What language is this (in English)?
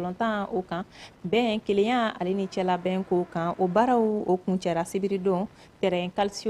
Bambara